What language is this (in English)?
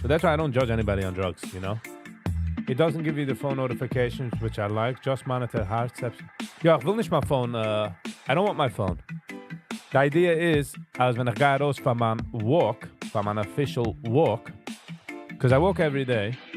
Yiddish